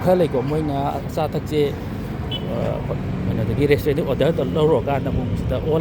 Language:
Manipuri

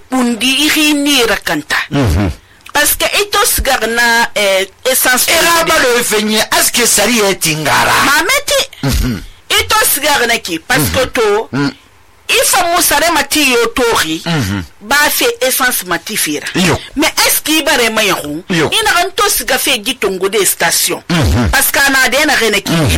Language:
Susu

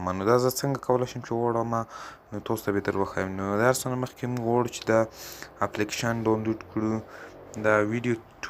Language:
Pashto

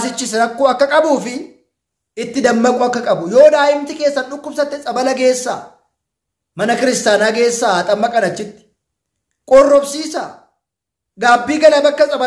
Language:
Oromo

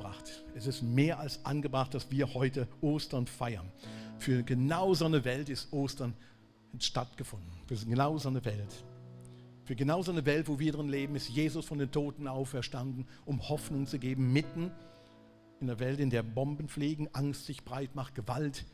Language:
Swiss German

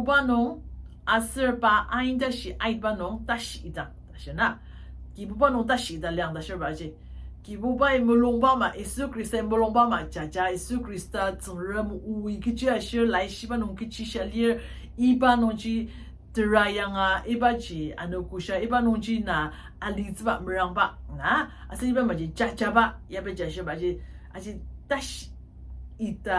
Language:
Ao Naga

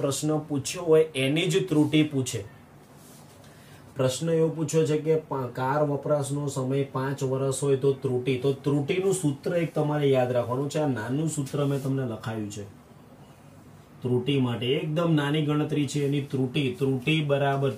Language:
Gujarati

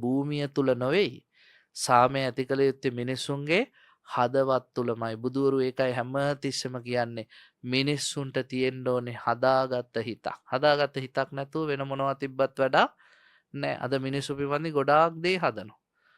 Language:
Sinhala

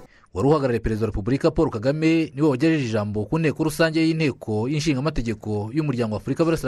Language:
Kinyarwanda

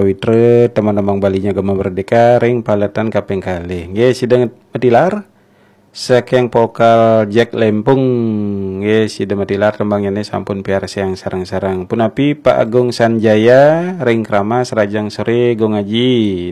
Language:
Balinese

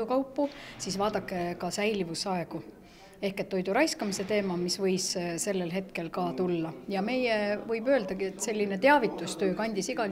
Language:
Estonian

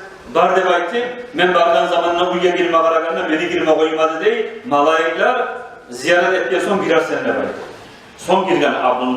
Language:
Kumyk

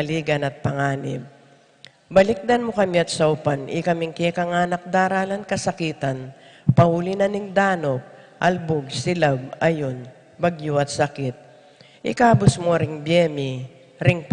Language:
Pampanga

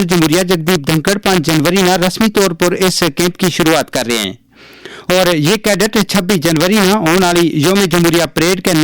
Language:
Gujari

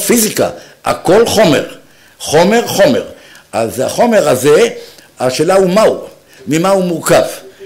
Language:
Hebrew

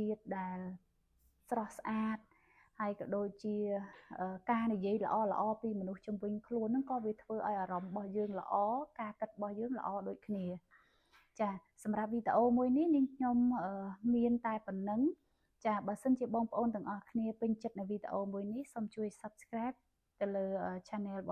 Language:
Khmer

